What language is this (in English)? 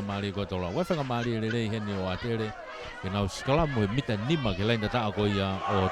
Tongan